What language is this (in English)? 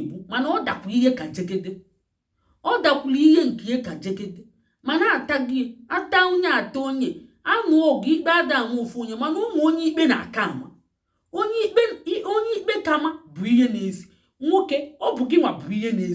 Igbo